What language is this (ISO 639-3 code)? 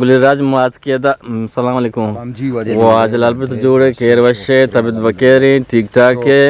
bgp